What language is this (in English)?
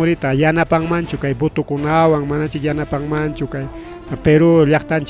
Ayacucho Quechua